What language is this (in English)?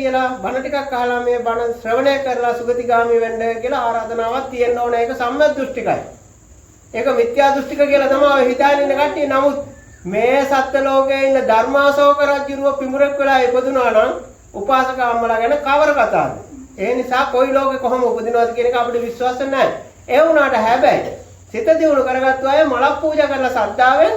Sinhala